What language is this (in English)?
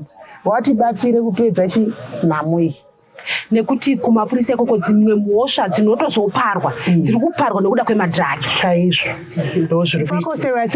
Shona